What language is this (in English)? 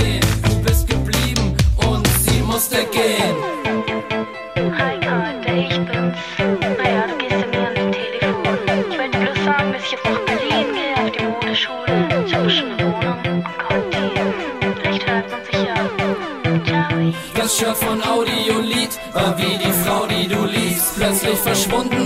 German